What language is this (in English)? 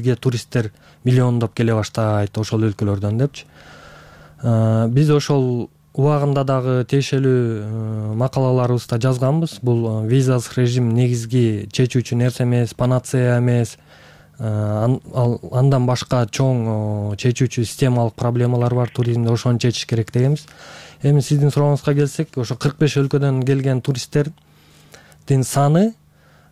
Kyrgyz